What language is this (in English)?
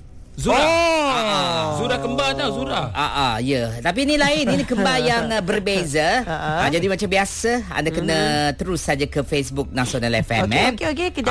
Malay